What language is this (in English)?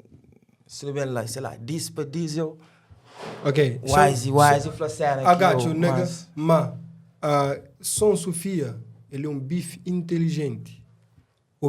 Kabuverdianu